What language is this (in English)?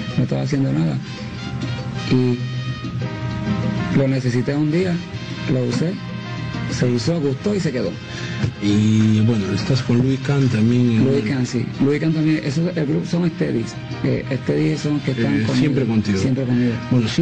Spanish